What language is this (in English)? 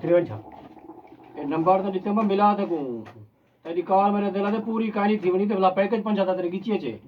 Saraiki